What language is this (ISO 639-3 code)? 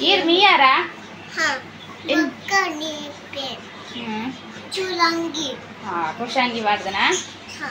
tcy